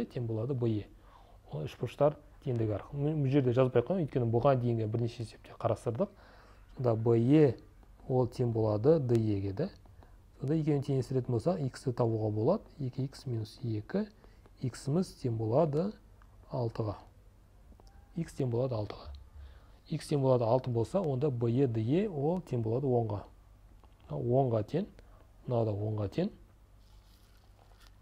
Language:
Kazakh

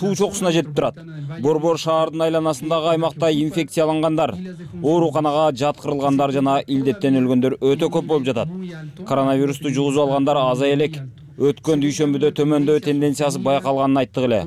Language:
Kyrgyz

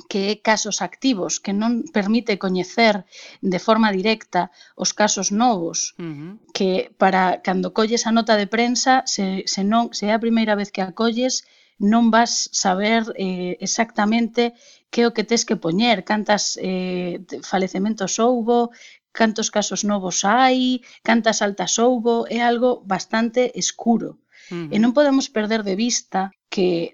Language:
Galician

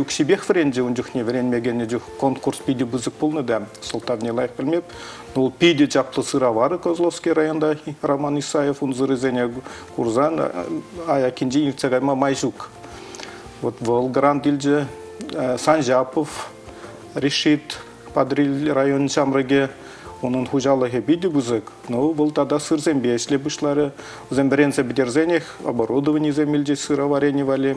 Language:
Chuvash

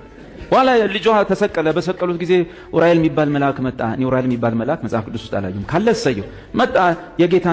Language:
Amharic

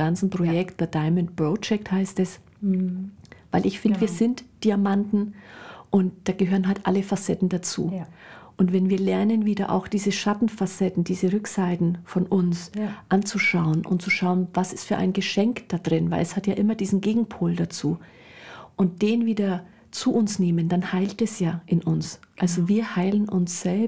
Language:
German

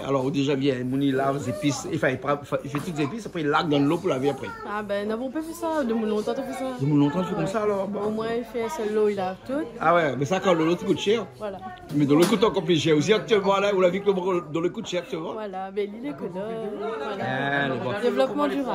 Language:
Réunion Creole French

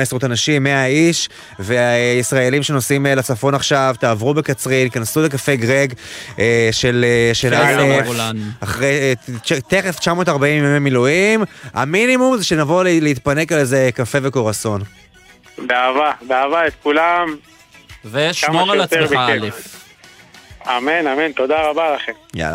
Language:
Hebrew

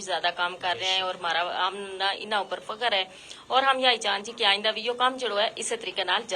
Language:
Gujari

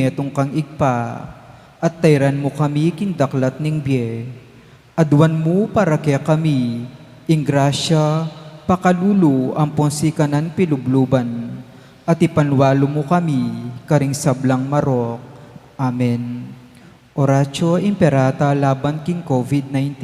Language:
Pampanga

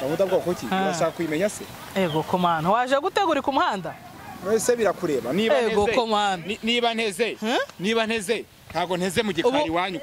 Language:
Kinyarwanda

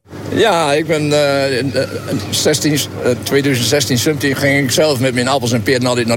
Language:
Dutch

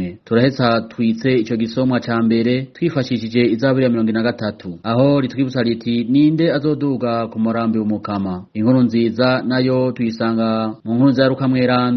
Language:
Rundi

